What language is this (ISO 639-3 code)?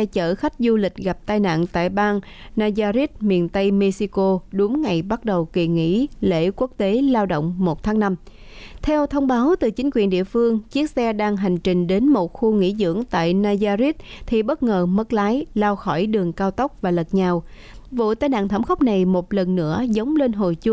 vie